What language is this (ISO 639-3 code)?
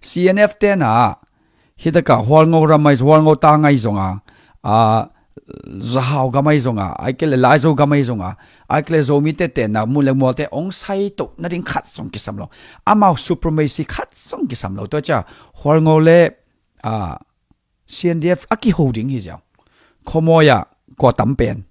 ctd